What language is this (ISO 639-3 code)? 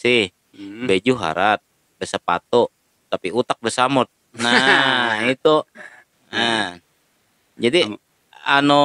bjn